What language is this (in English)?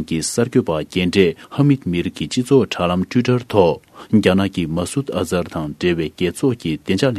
Tibetan